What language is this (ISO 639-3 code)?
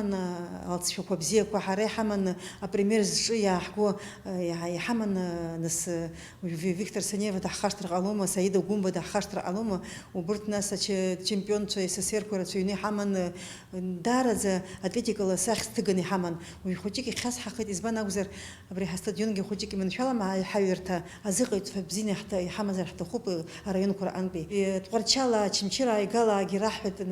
abk